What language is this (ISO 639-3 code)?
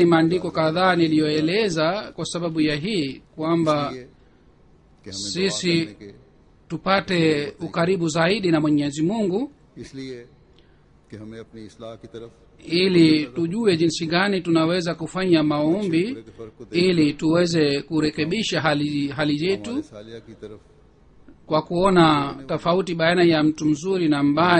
swa